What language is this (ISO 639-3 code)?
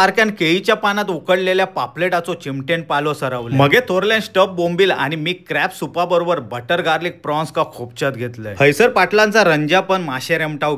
kok